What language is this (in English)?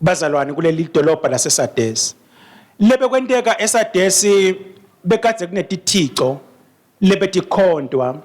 Swati